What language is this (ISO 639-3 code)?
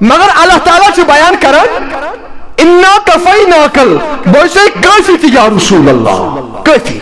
kas